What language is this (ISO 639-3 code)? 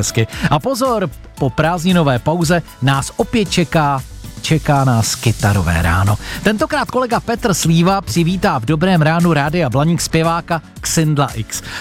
ces